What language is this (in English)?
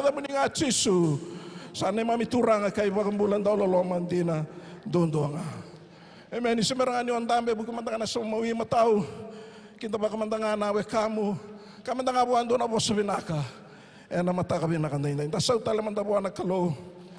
Fijian